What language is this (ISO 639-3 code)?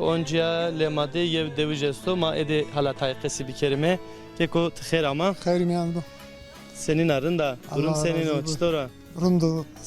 zza